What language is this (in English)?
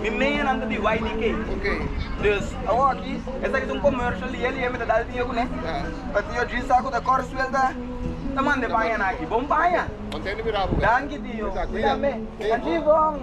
Papiamento